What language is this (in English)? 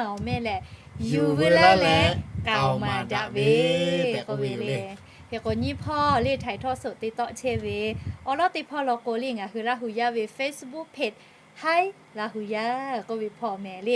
Lahu